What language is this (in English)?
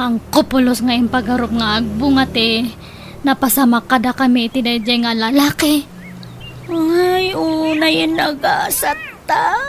Iloko